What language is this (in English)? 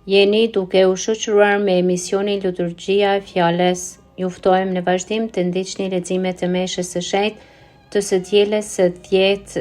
Albanian